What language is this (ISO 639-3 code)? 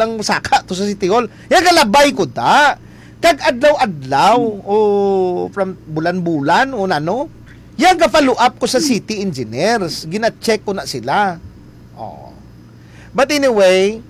hil